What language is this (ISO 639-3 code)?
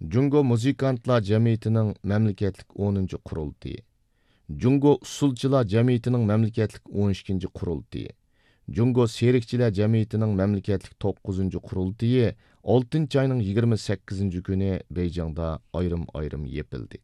uig